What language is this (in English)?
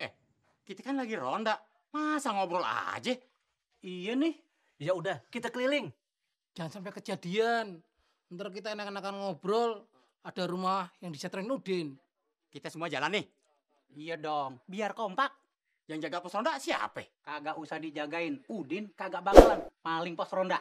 Betawi